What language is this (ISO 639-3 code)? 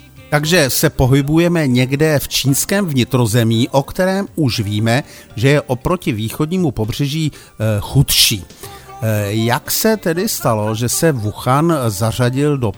ces